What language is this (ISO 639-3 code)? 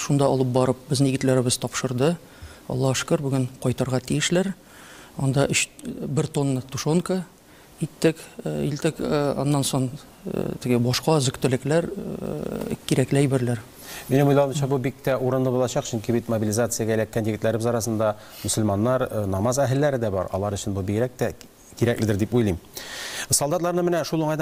tat